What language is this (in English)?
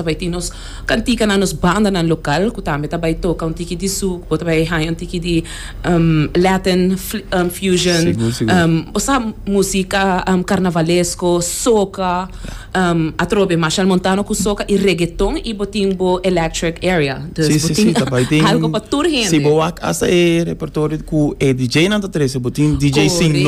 Papiamento